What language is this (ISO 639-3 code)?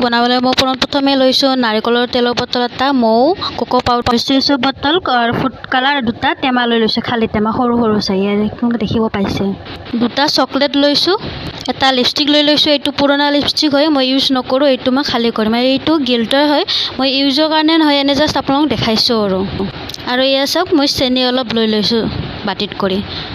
asm